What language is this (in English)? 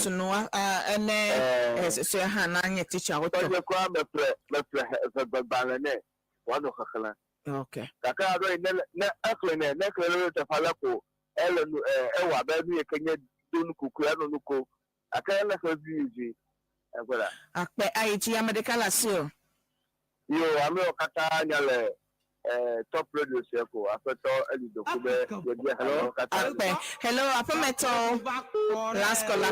Ewe